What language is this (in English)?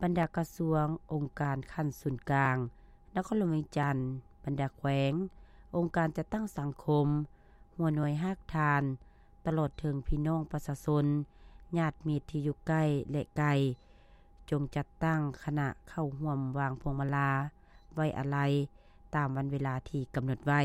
Lao